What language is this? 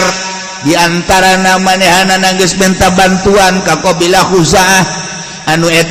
Sundanese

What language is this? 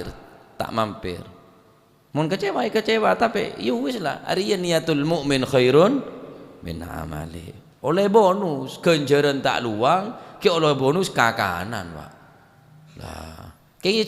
Madurese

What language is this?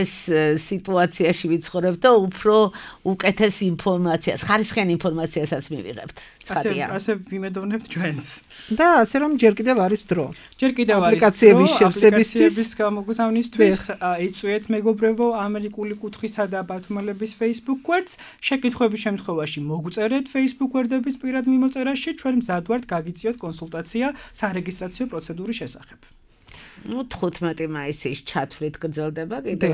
Georgian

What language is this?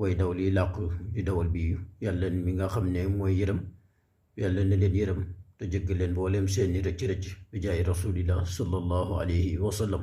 Wolof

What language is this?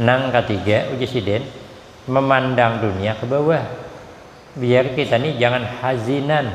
Banjar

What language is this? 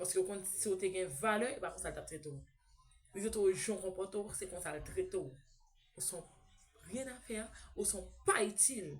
Haitian Creole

